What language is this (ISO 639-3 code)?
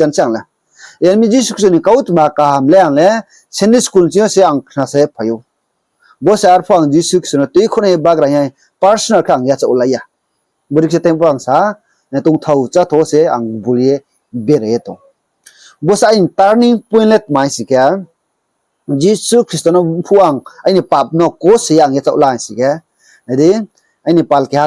ria